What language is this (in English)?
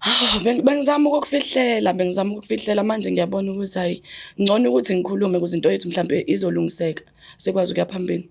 Zulu